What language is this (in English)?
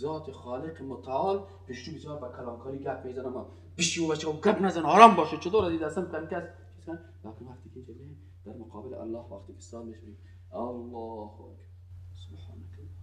Persian